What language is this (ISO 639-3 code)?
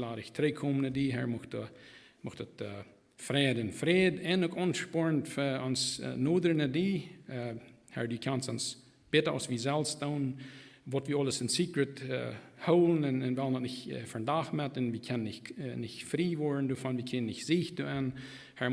pdt